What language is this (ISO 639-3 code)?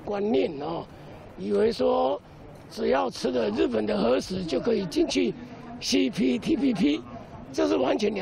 zho